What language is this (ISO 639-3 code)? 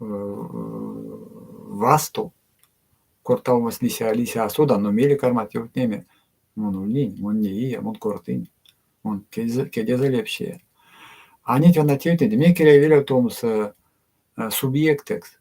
myv